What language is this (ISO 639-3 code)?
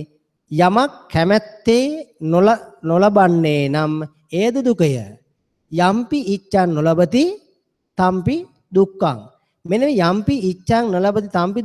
sin